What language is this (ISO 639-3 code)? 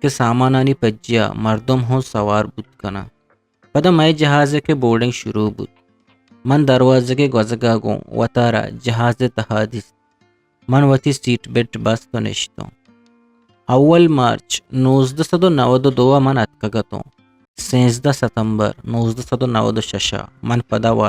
bgp